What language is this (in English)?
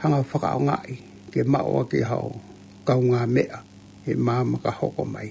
Tongan